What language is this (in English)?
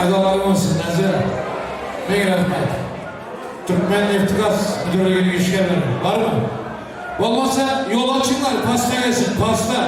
Turkmen